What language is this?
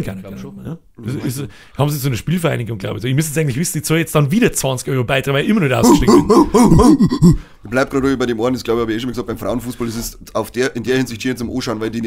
Bavarian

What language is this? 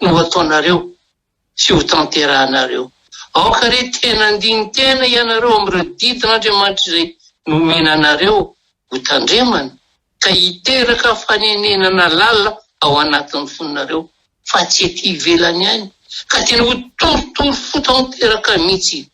Malagasy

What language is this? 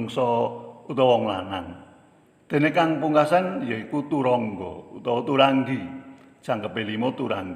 Javanese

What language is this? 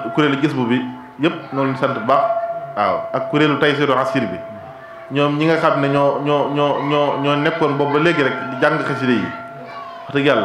Wolof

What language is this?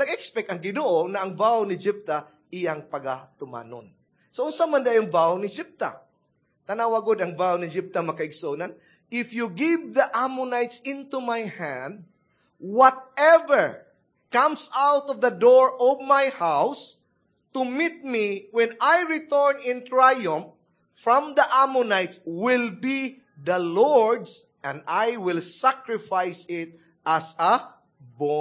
Cebuano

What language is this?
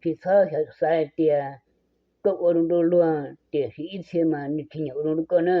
Hmong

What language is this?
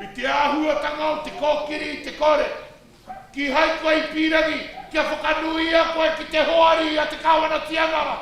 Māori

